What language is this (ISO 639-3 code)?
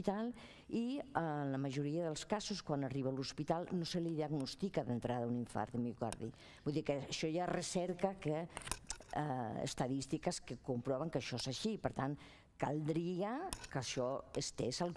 cat